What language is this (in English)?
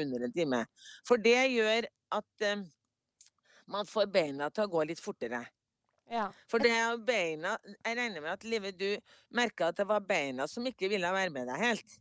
Norwegian